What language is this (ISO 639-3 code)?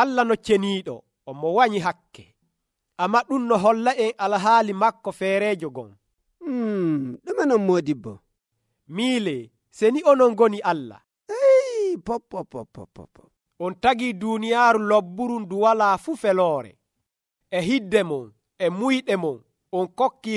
fuv